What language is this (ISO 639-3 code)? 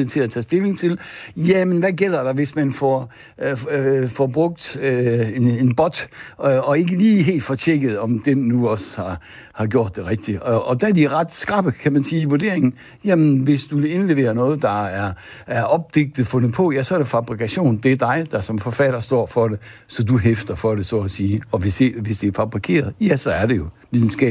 dan